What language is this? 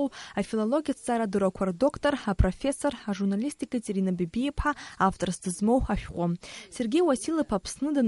Abkhazian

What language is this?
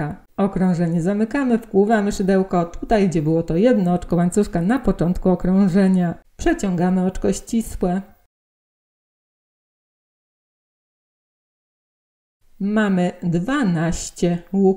Polish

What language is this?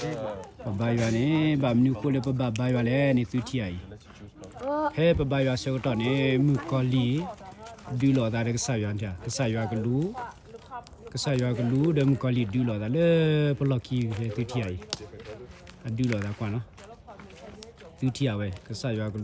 S'gaw Karen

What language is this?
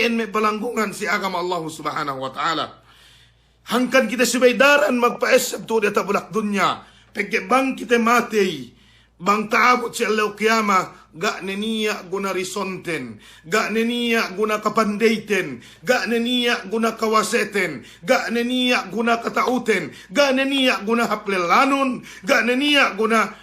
Yakan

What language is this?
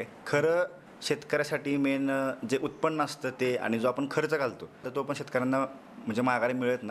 Marathi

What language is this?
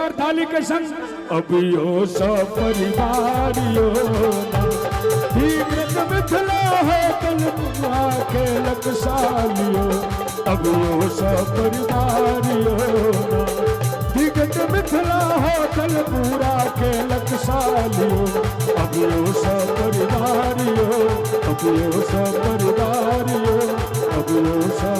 Maithili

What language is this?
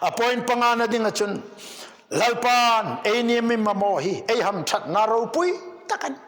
Hmar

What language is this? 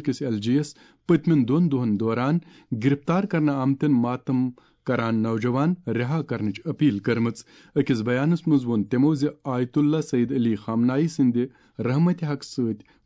Kashmiri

